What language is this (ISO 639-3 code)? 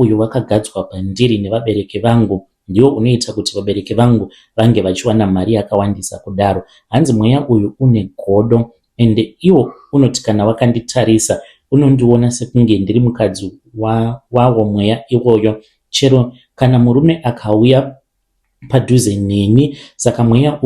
sna